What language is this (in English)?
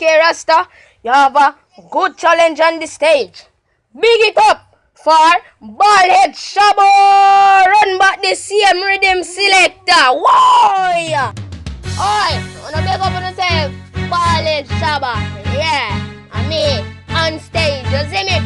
Jamaican Creole English